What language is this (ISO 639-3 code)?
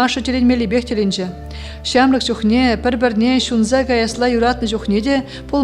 chv